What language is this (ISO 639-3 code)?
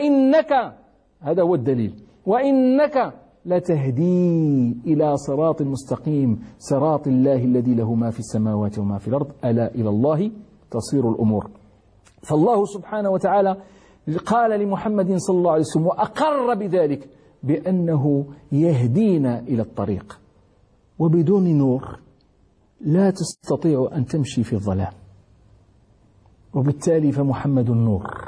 ara